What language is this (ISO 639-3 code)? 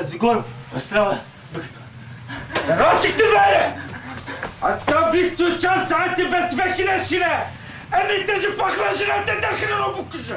kur